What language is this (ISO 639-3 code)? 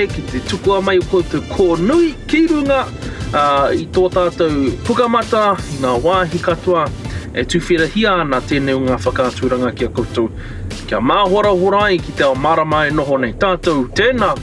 mri